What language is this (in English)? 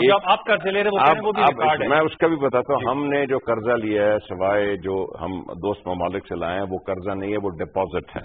Urdu